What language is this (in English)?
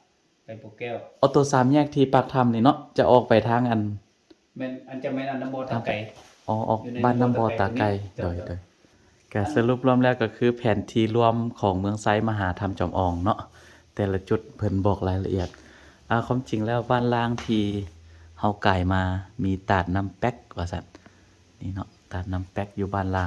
Lao